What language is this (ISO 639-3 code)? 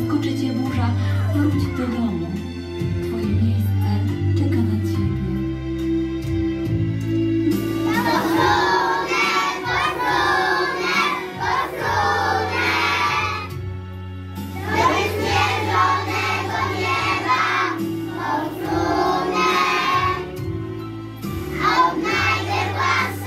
pol